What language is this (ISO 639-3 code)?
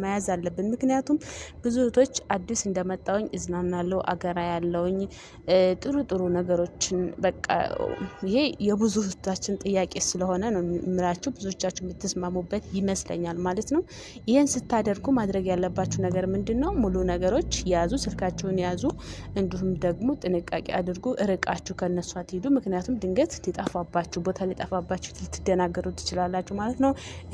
amh